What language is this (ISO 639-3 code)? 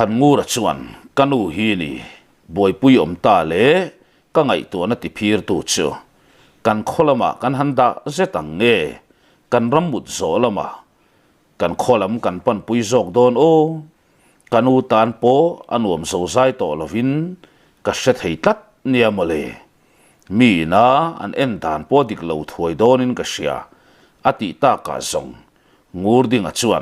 lus